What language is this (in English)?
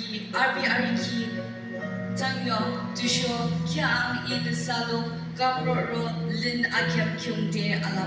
Yimchungru Naga